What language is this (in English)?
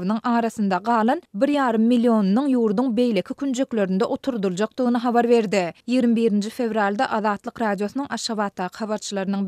Turkmen